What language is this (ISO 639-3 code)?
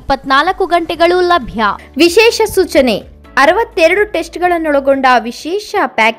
kan